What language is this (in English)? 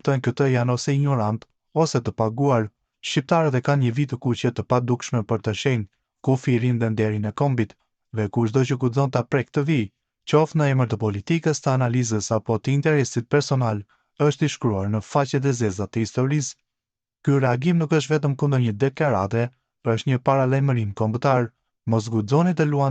Albanian